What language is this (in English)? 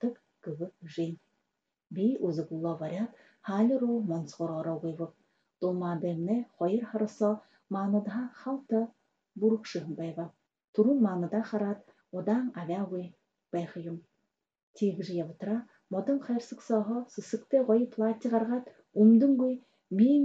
Buriat